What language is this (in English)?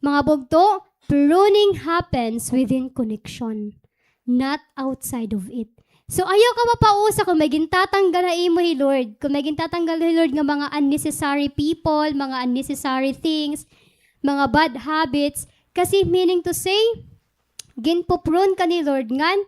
Waray